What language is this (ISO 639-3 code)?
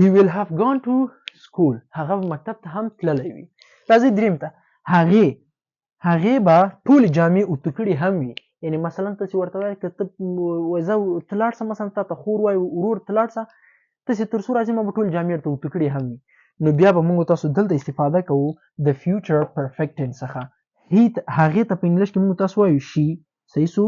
pus